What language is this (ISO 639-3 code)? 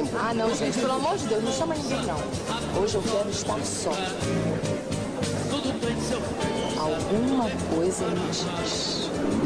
por